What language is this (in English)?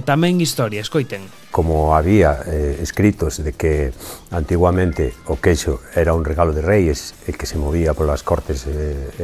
Galician